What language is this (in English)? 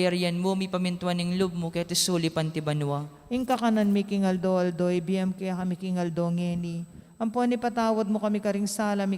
Pampanga